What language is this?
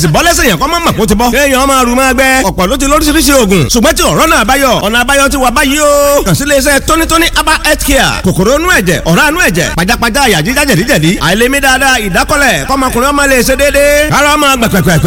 Yoruba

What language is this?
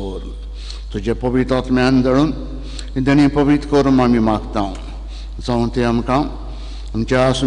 Konkani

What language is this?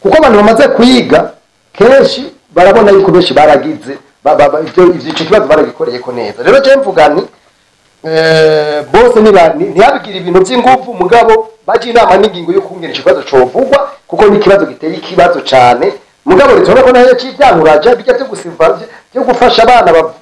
Rundi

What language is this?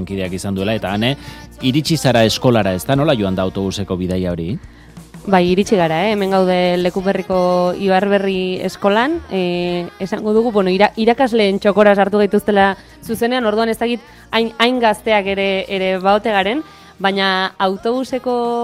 Basque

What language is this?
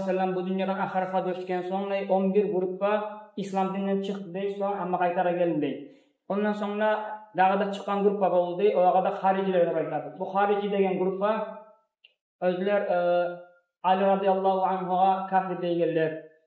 Kumyk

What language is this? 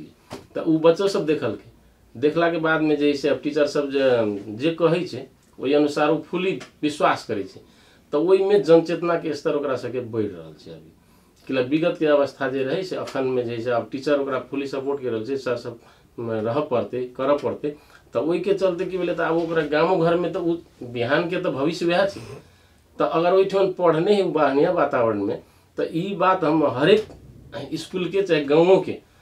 Maithili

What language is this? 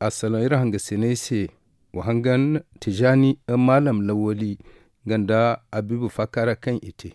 Zarma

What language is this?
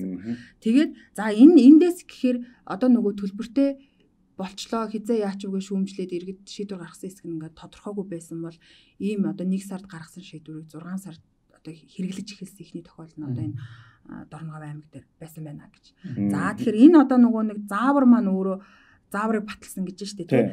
Mongolian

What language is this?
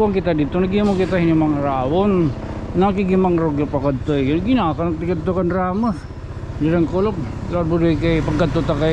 Waray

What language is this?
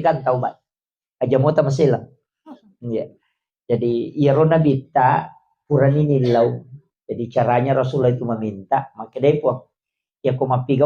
Buginese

